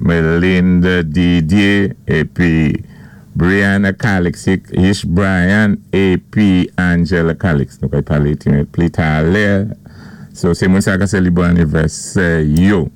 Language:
Saint Lucian Creole French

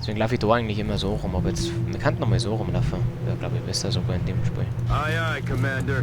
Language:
Bavarian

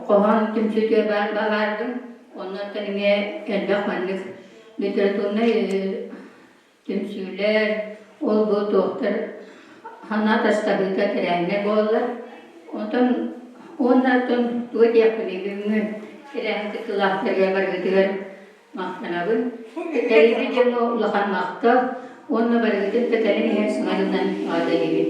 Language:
Yakut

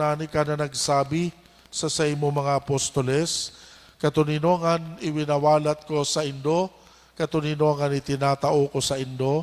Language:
Bikol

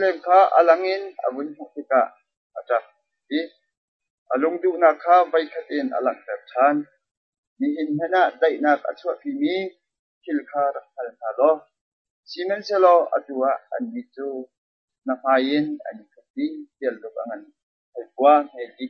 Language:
Hakha Chin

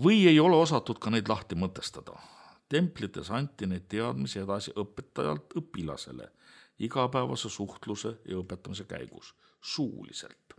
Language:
Estonian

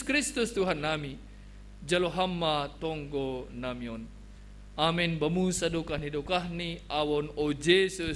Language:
Batak Simalungun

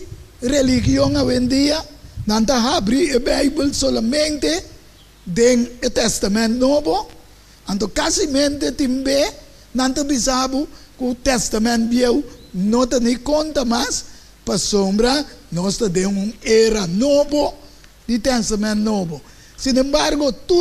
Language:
Papiamento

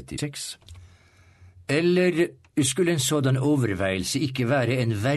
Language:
Norwegian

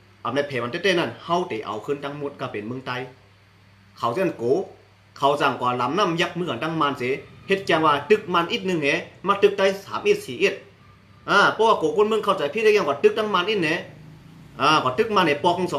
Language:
Shan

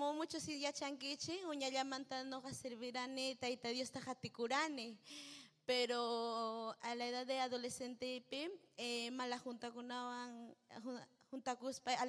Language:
Ayacucho Quechua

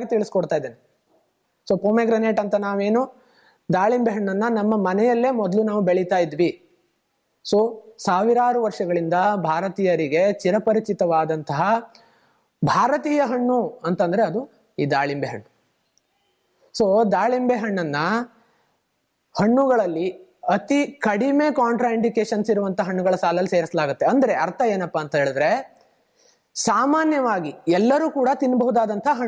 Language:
Kannada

